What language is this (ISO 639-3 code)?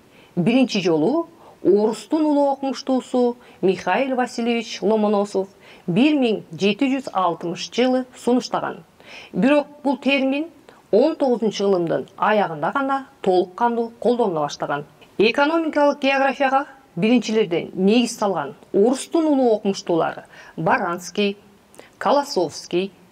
kir